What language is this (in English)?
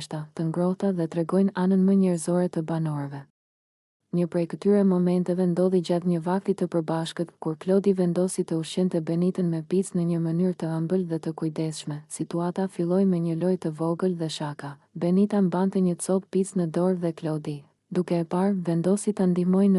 Albanian